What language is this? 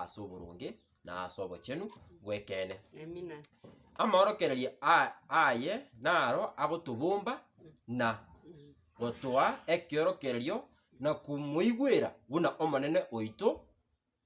Gusii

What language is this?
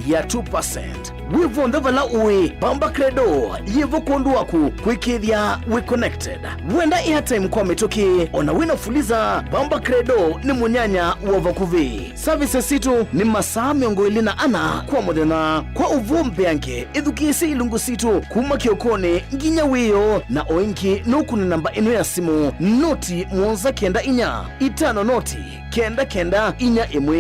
Kamba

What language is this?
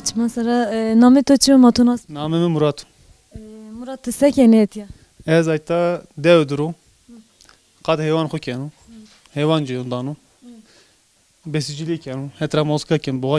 Zaza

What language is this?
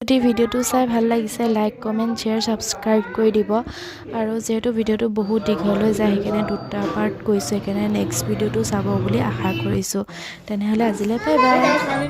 Assamese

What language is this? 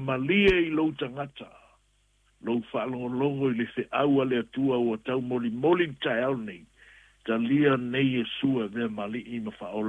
Samoan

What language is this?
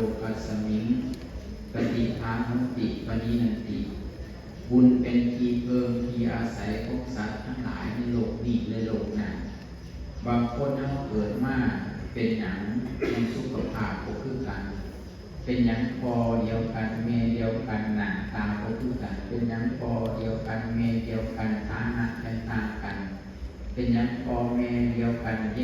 Northeastern Thai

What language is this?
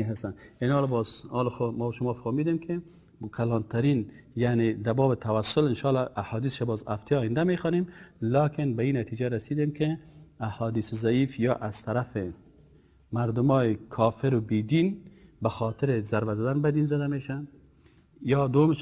Persian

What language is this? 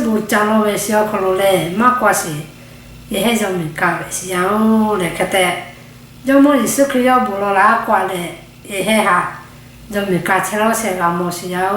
Lahu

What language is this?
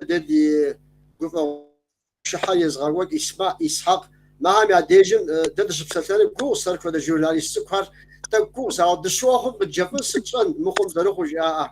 Kabardian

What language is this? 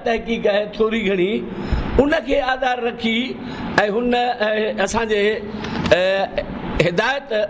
Sindhi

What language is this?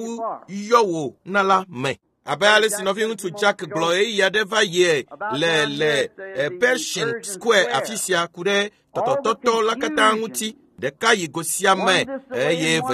Ewe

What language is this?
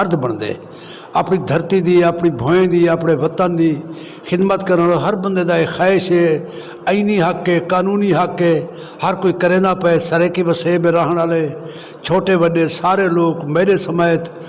Western Panjabi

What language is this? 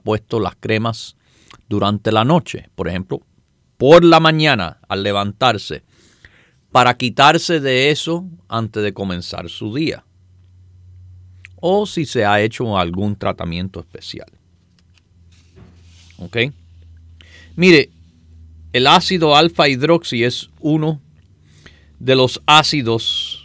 Spanish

